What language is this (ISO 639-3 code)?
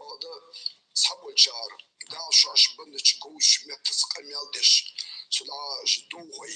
inh